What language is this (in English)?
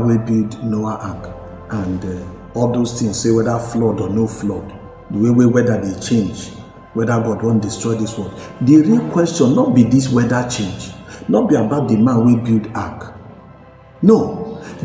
Nigerian Pidgin